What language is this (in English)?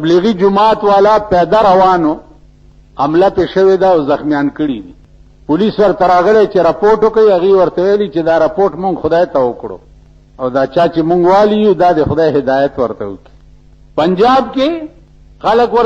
Pashto